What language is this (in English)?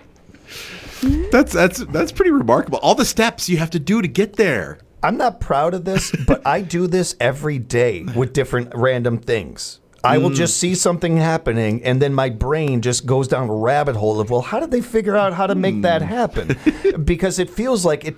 English